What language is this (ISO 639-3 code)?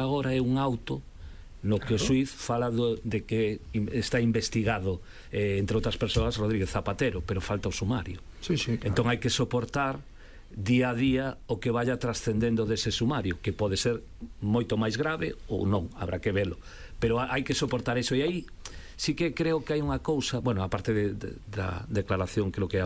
glg